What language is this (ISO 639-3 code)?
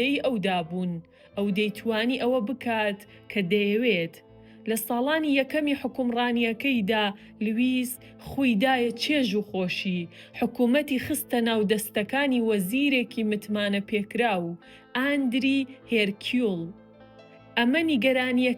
ckb